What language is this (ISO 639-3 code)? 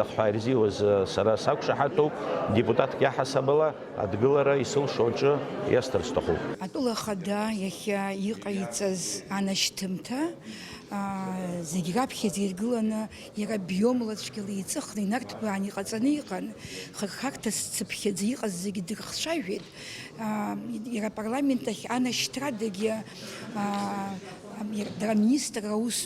abk